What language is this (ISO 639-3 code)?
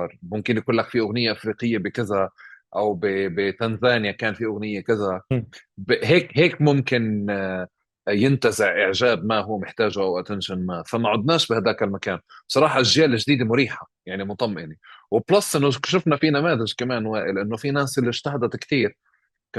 apc